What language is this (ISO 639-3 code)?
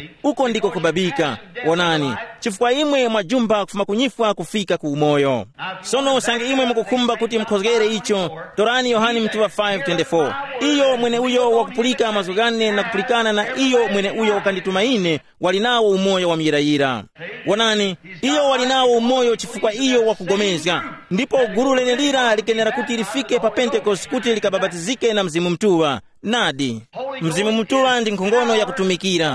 tum